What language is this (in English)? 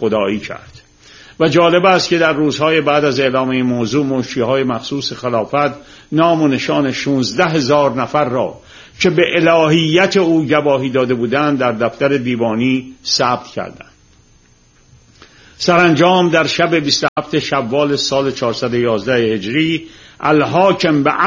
Persian